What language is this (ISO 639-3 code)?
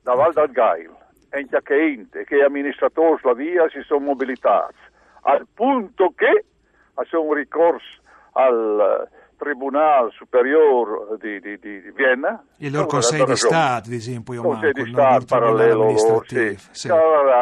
fur